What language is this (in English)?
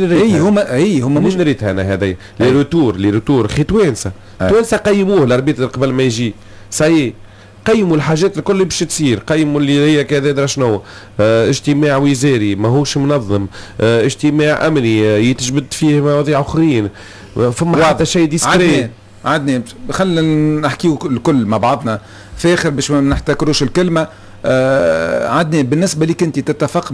Tunisian Arabic